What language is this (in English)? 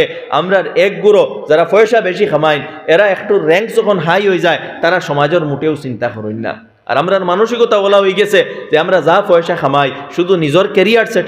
Sylheti